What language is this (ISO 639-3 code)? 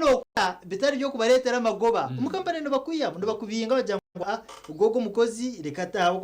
nyn